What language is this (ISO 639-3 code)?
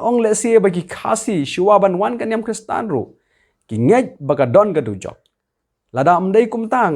kha